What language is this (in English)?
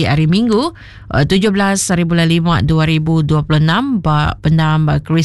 Iban